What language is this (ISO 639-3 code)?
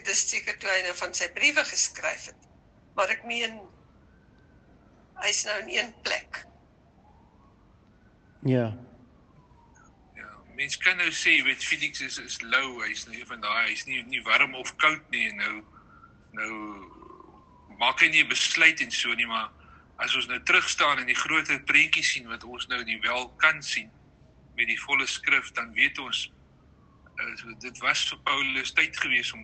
afr